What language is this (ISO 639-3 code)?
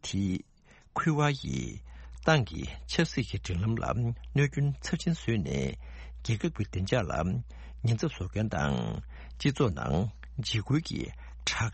bod